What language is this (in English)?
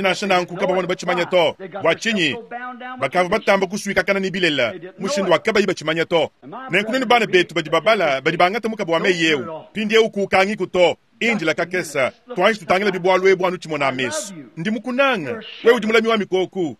Luba-Lulua